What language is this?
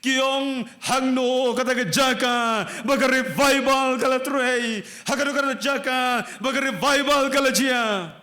Khasi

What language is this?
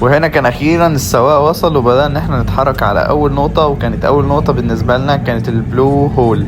Egyptian Arabic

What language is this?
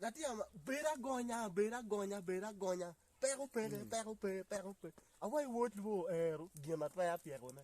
Acoli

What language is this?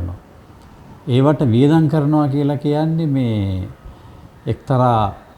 Sinhala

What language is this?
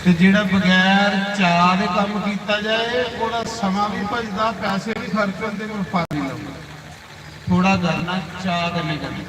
Dogri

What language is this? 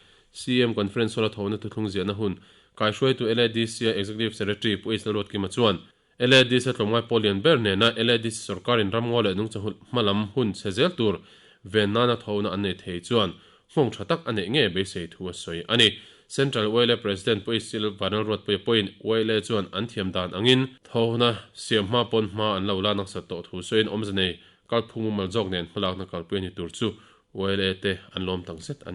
Mizo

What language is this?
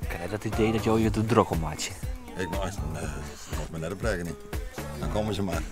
Western Frisian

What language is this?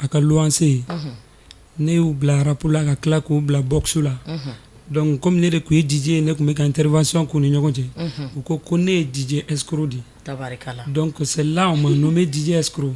Bambara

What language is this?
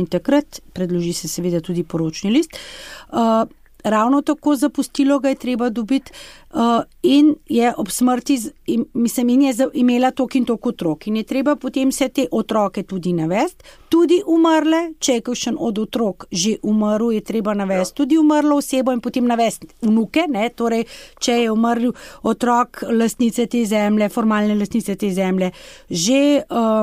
Slovenian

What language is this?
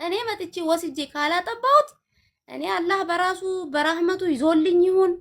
Amharic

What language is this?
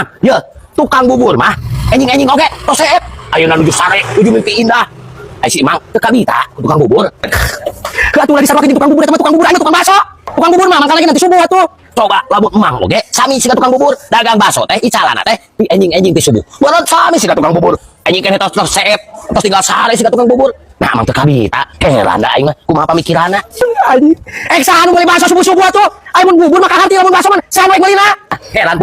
Sundanese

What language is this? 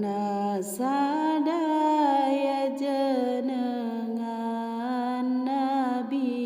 Sundanese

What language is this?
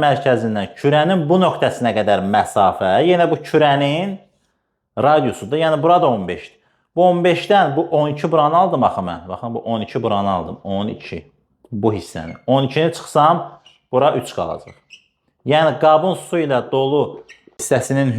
Azerbaijani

